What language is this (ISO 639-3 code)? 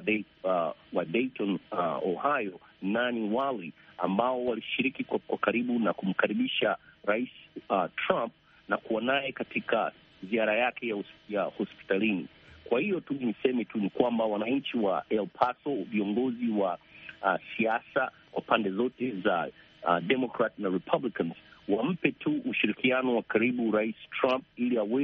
swa